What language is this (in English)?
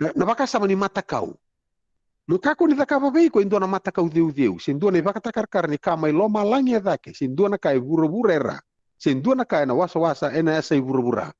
Fijian